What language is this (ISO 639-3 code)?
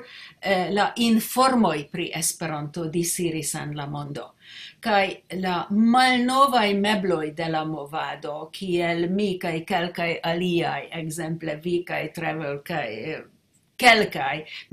epo